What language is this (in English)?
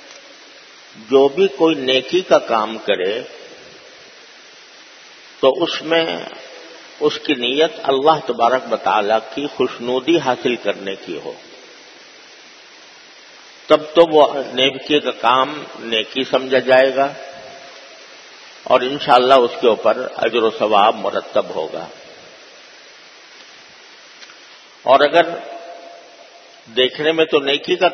Urdu